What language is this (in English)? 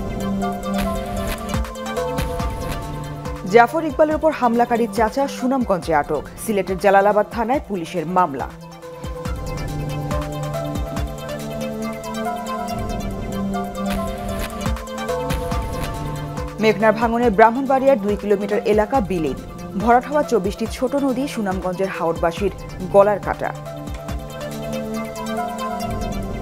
Bangla